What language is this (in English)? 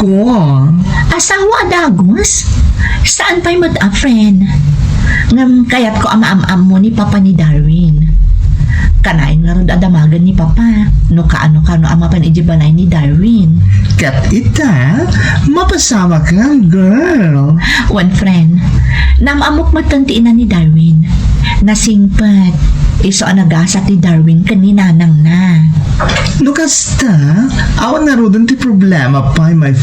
Iloko